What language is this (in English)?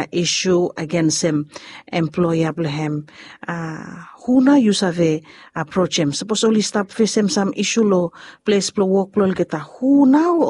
Bislama